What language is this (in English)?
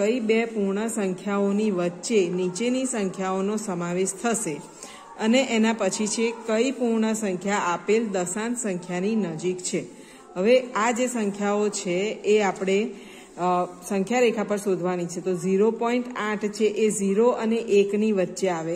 Gujarati